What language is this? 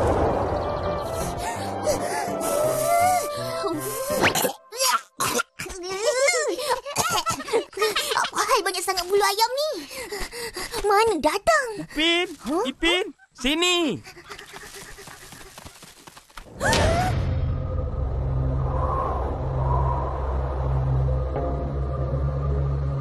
Malay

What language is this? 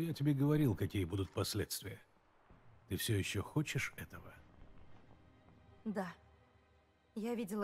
Russian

